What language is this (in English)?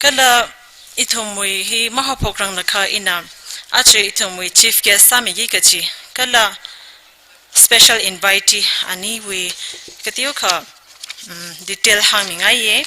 Tangkhul Naga (India)